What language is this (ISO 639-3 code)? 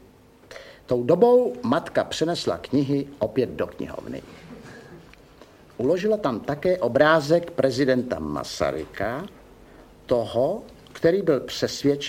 ces